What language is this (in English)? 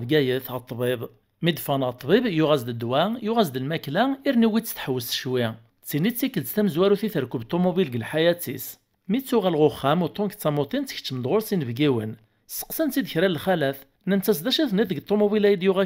Kabyle